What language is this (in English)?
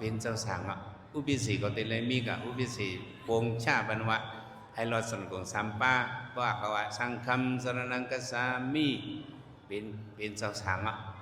Shan